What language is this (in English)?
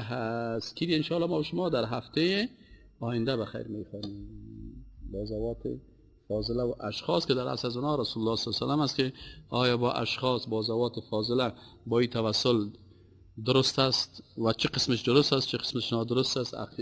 Persian